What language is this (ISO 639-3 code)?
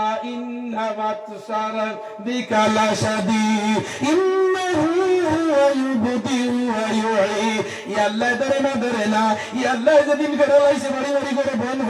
syl